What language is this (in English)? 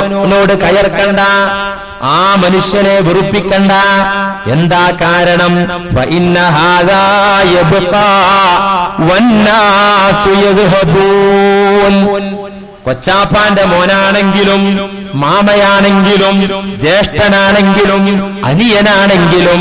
Malayalam